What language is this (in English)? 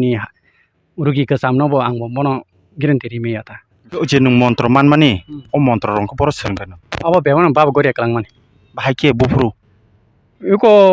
Kok Borok